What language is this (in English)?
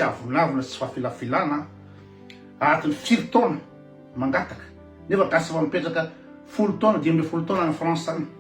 Malagasy